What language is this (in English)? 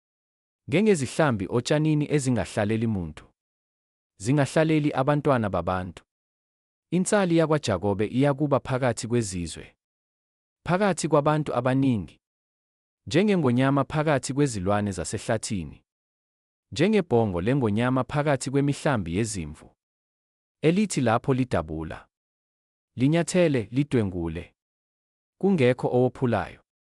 Zulu